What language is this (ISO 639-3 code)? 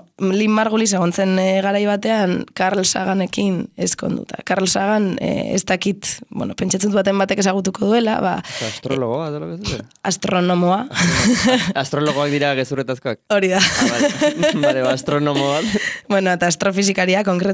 eus